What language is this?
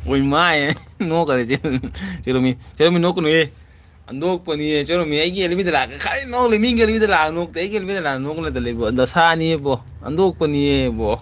Manipuri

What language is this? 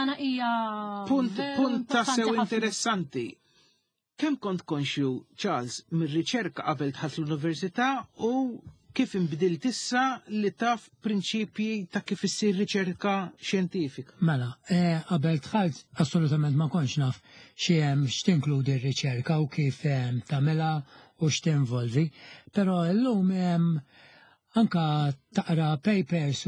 Maltese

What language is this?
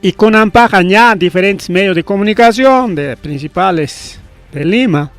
Ayacucho Quechua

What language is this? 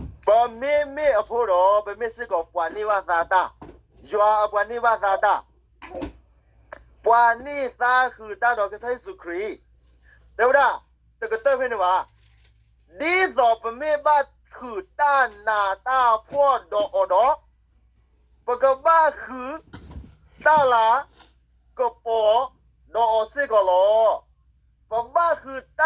S'gaw Karen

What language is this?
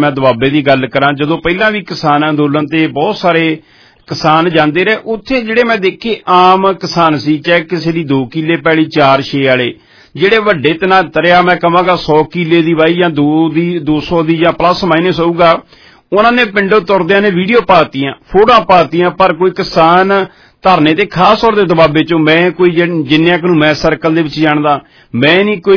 Punjabi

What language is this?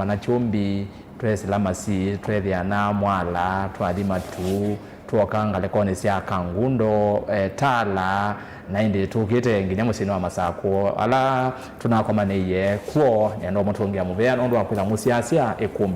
Kamba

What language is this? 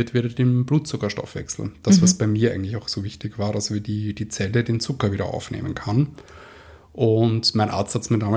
German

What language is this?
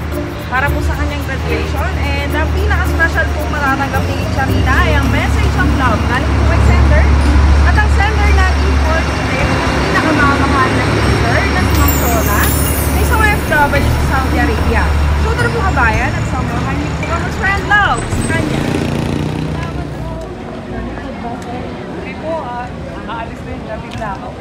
Filipino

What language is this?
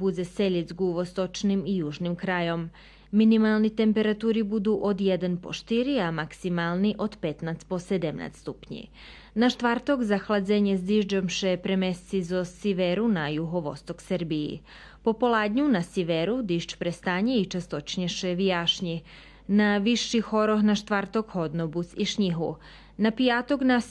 Rusyn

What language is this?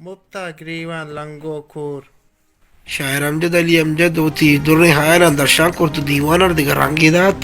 Baluchi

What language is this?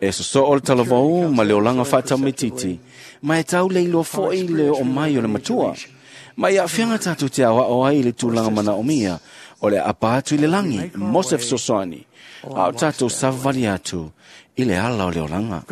Samoan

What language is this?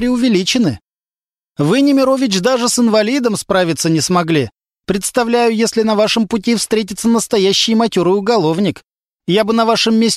Russian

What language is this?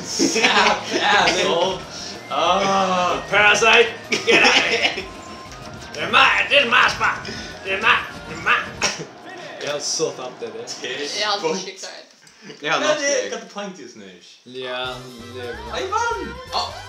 Faroese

